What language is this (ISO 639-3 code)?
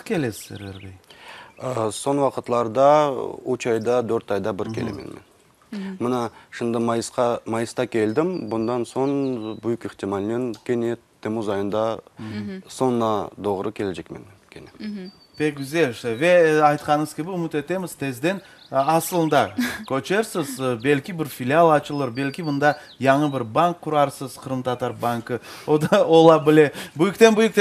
crh